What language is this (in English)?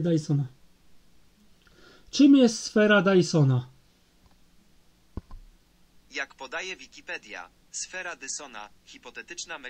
Polish